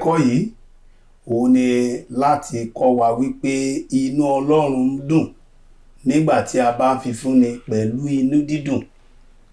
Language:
Yoruba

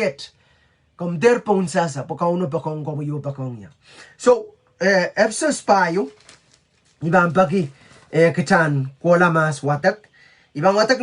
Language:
Pohnpeian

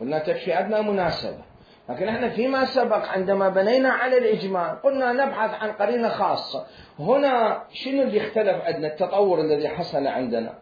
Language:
Mesopotamian Arabic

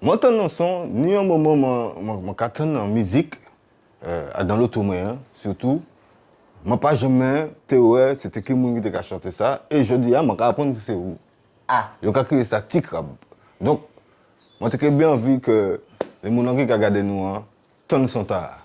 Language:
Guadeloupean Creole French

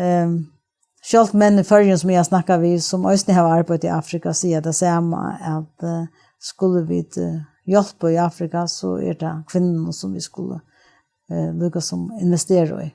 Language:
Faroese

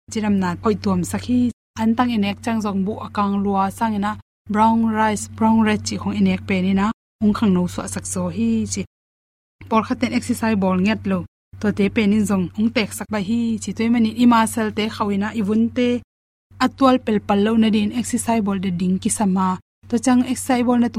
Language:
Tedim Chin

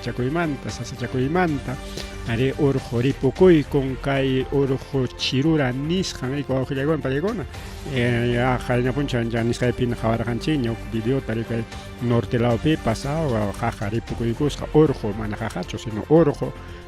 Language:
Ayacucho Quechua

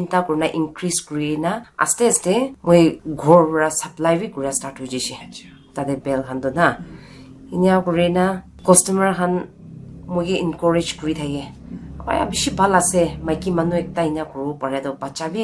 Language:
Naga Pidgin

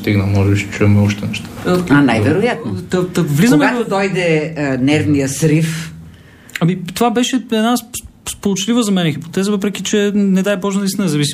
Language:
Bulgarian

